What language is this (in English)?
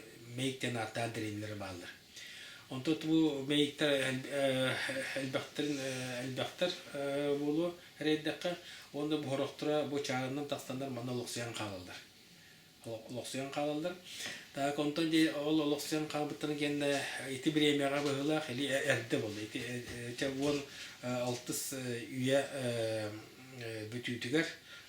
Yakut